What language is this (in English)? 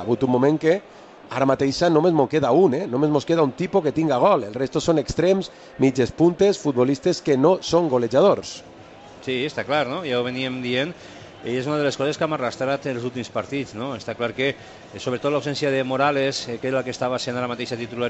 Catalan